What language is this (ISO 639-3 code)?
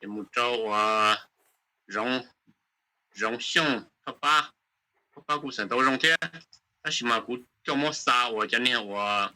hmn